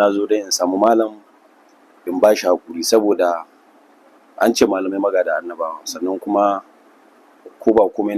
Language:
Hausa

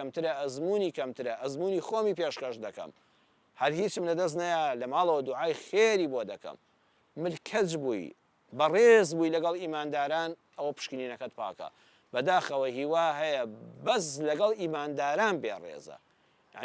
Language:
Central Kurdish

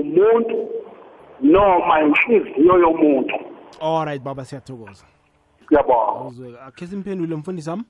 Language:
South Ndebele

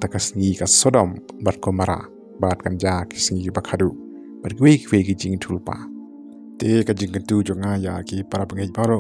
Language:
Khasi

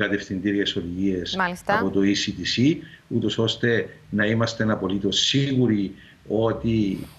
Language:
Greek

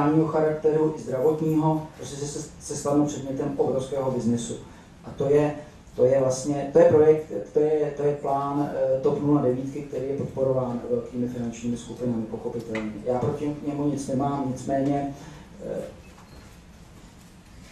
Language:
Czech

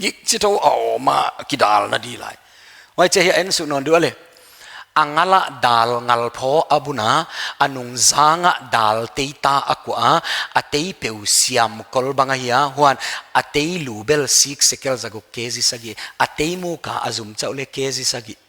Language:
Paite Chin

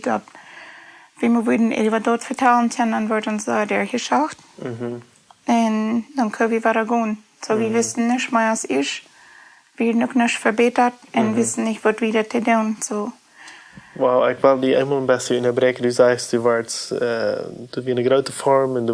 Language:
Plautdietsch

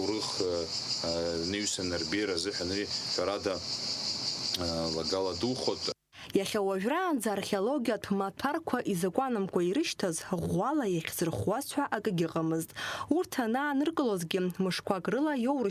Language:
Abkhazian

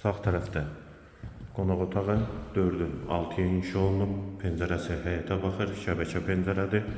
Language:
Azerbaijani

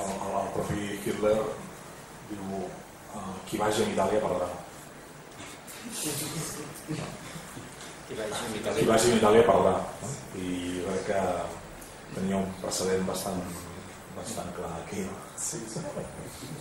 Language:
Catalan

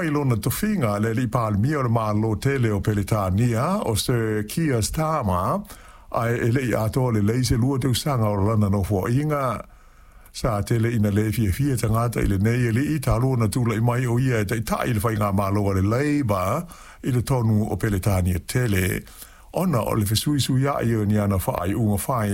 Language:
Samoan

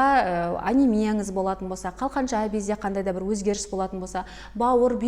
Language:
Kazakh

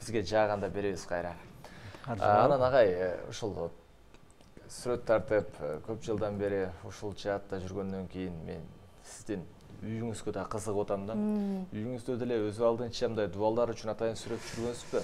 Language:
Kyrgyz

